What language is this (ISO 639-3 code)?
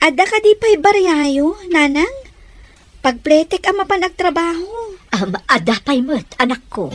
ilo